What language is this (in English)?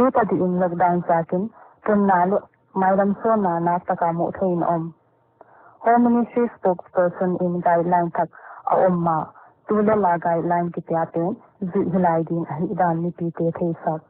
Paite Chin